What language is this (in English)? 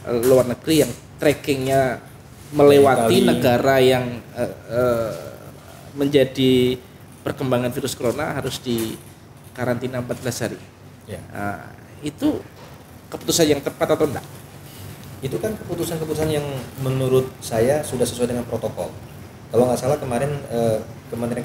Indonesian